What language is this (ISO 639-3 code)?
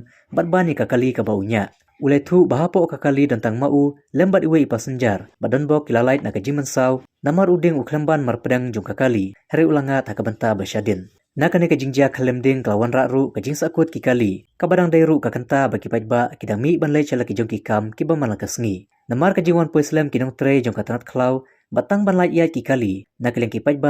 kha